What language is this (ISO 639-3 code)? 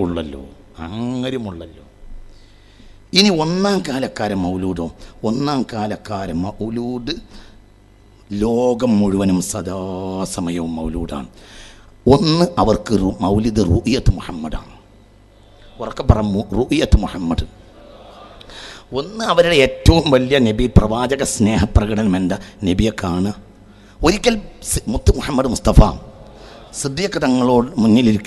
mal